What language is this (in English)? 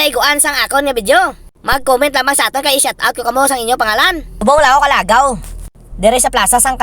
Hiligaynon